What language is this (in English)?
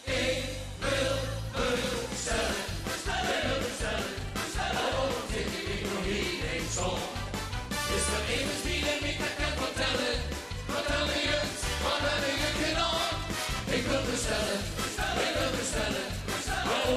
Limburgish